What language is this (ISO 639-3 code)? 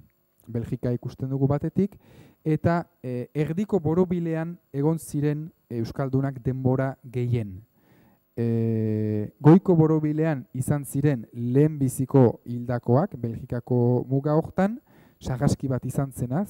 eus